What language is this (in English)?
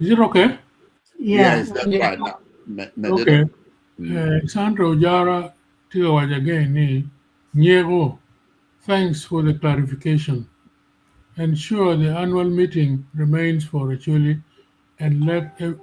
Acoli